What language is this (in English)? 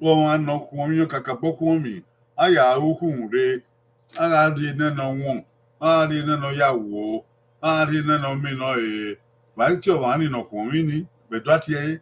Bini